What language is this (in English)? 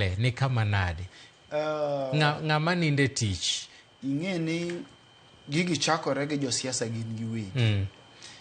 Luo (Kenya and Tanzania)